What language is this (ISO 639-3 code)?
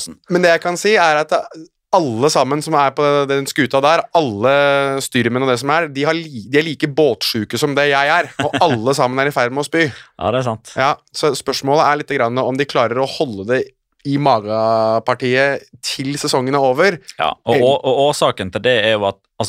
nor